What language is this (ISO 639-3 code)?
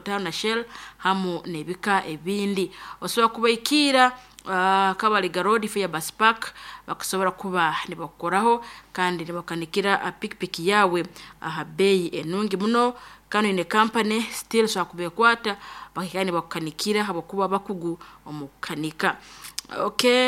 nyn